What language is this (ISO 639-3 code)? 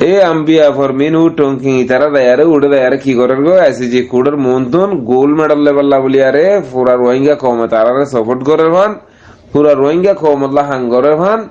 rhg